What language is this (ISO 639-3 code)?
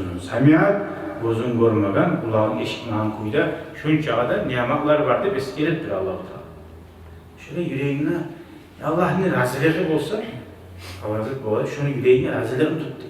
kum